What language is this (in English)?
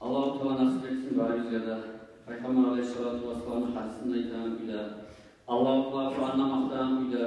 Kumyk